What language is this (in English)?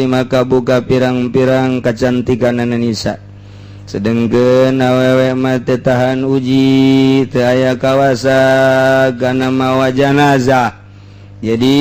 Sundanese